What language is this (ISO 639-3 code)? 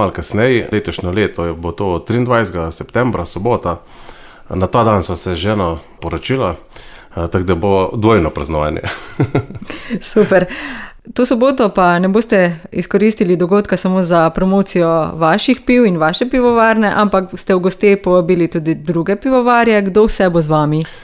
slv